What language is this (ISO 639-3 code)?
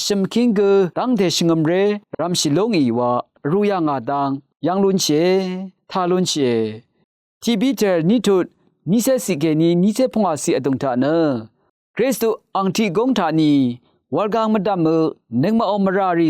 raw